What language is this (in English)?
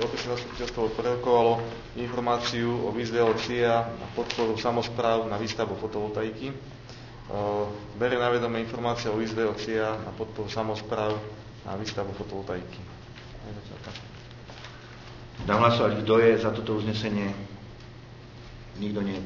Slovak